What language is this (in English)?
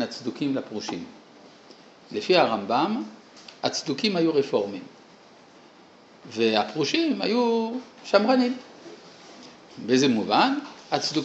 Hebrew